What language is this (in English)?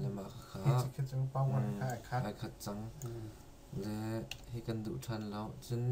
Hakha Chin